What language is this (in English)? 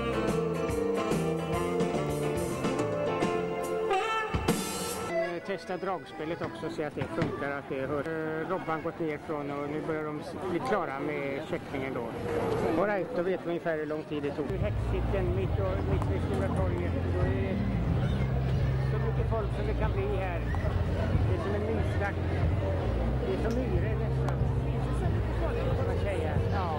Swedish